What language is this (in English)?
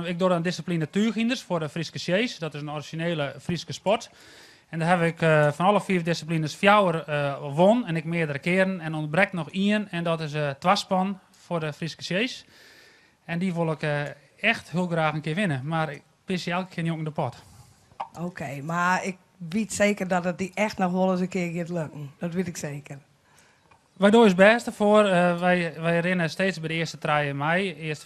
Western Frisian